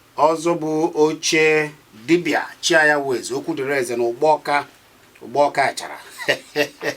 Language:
Igbo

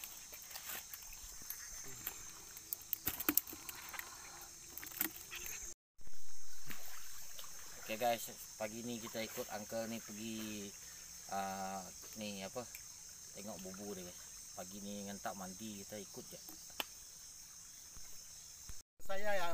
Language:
Malay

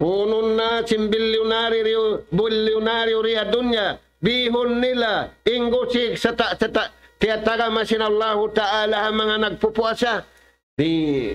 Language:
Tausug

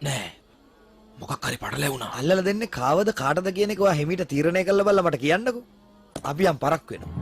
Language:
Sinhala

